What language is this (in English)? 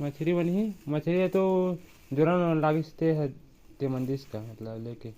Chhattisgarhi